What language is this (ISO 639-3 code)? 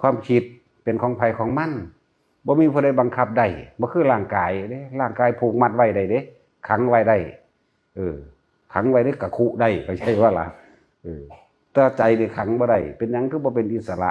tts